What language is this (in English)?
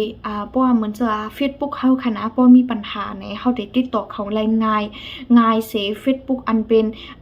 Shan